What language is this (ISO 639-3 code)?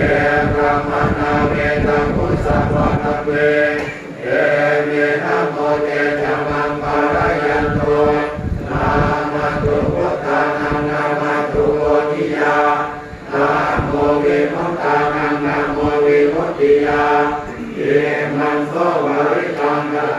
pli